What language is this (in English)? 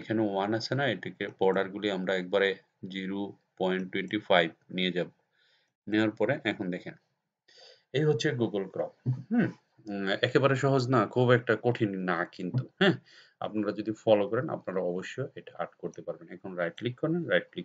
Bangla